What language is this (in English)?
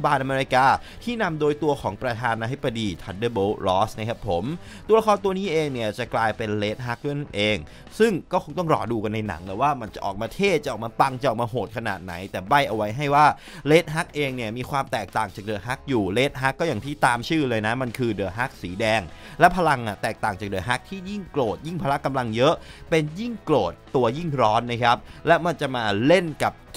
Thai